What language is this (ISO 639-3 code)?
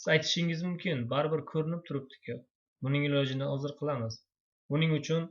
uzb